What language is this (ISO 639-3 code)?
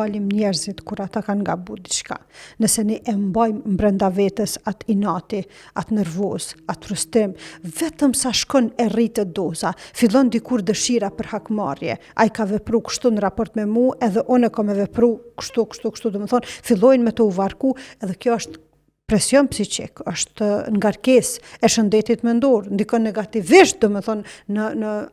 sqi